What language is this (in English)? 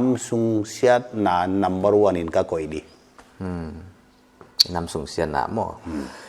Paite Chin